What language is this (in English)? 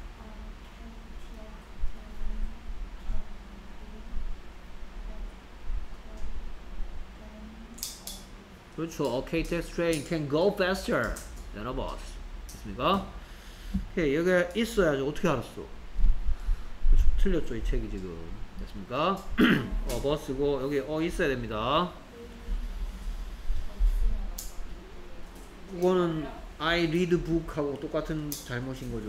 Korean